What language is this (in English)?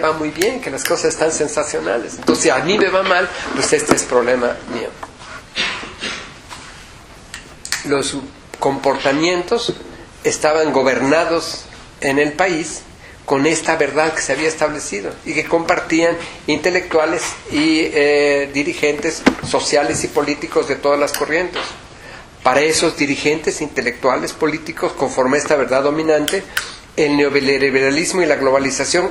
Spanish